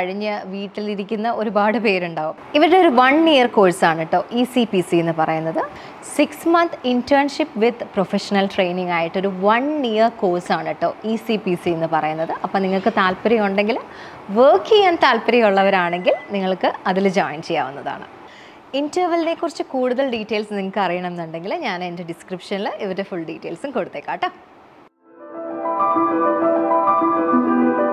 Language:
Malayalam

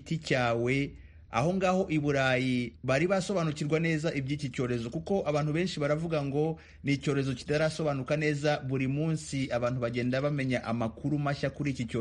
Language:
Kinyarwanda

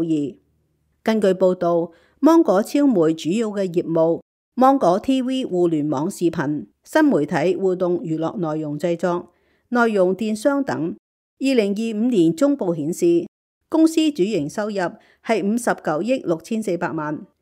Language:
Cantonese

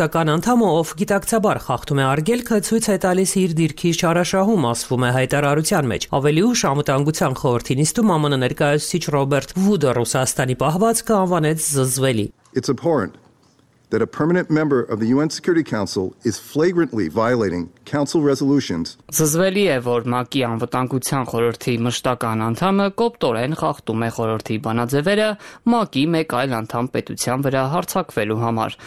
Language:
Armenian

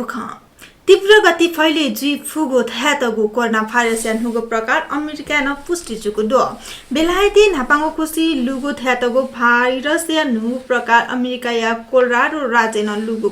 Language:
Newari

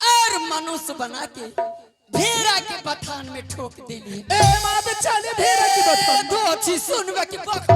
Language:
Angika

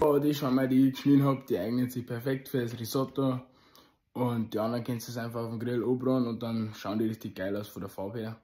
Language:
Bavarian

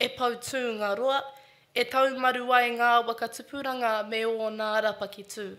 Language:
Māori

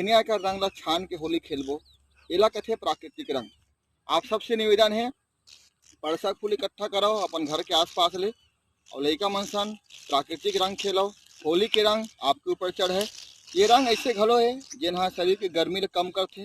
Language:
Chhattisgarhi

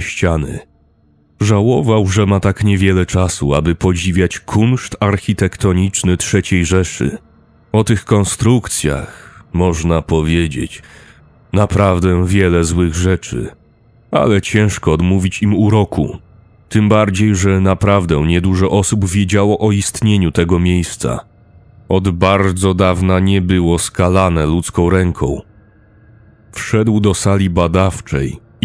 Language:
Polish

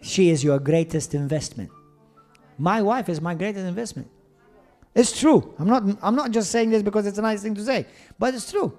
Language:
English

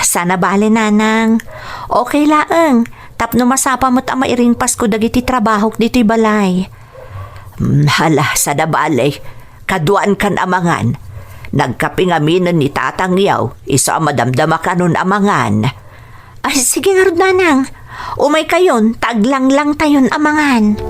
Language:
Iloko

